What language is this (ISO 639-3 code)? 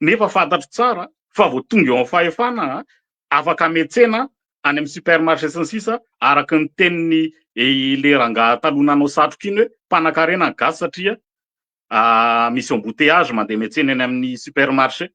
mlg